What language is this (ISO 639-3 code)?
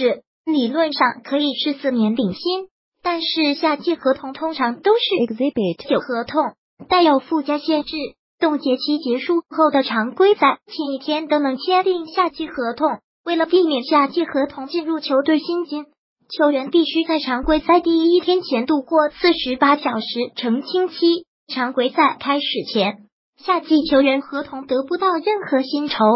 zho